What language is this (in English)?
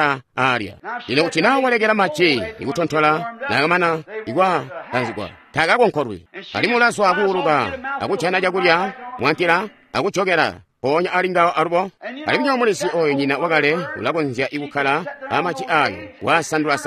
Tonga (Zambia)